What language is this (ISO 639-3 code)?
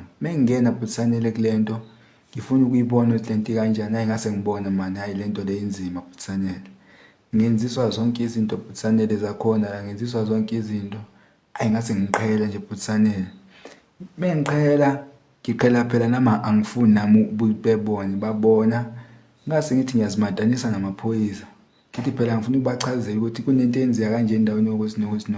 zul